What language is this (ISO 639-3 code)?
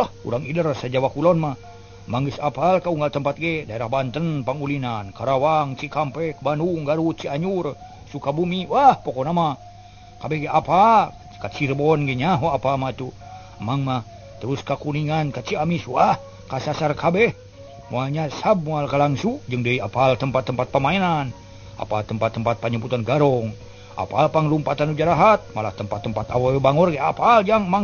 sun